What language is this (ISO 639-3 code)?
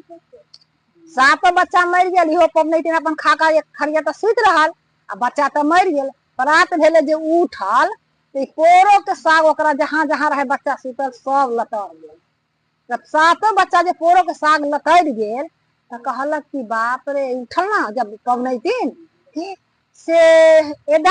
mai